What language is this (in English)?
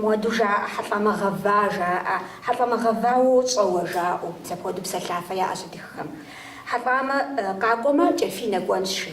Kabardian